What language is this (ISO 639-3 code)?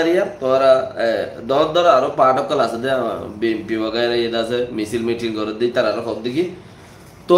rhg